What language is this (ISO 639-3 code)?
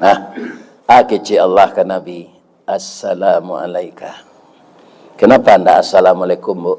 min